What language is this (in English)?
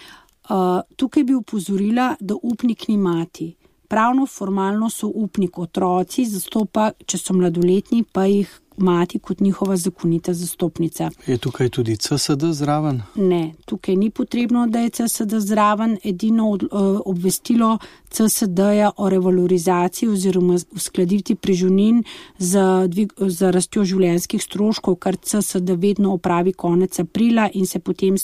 Slovenian